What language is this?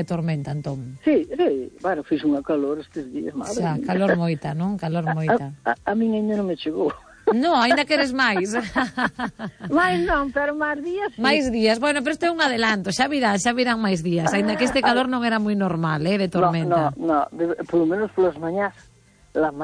Galician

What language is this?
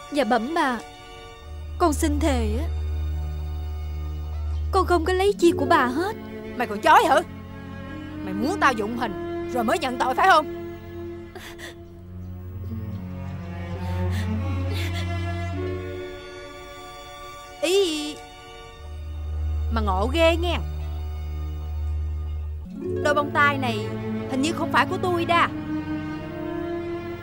Vietnamese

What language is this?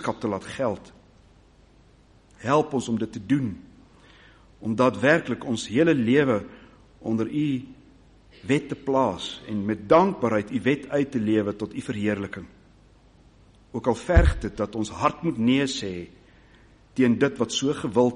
Afrikaans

